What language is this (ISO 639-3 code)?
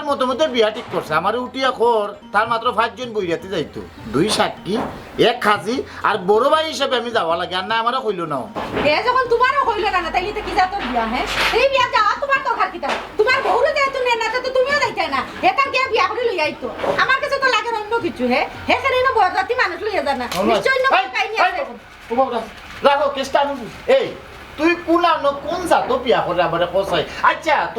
syl